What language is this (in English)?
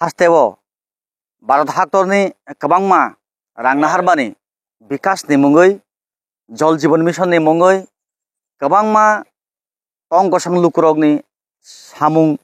Kok Borok